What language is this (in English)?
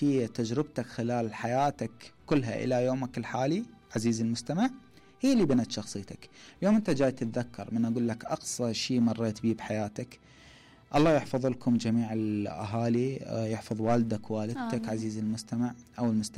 Mesopotamian Arabic